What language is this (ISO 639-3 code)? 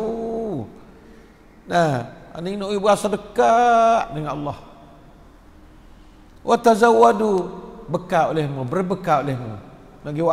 msa